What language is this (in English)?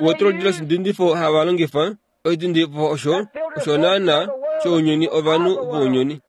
Kuanyama